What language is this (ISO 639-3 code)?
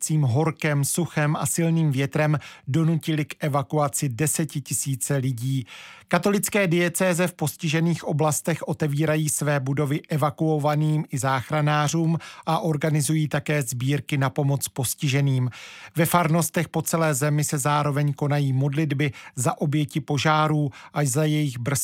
ces